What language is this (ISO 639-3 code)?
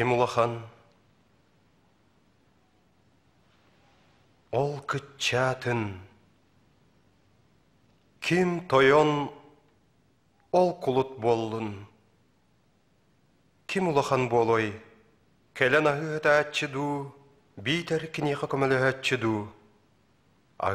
sah